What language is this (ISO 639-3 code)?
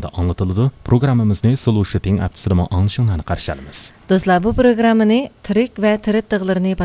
uig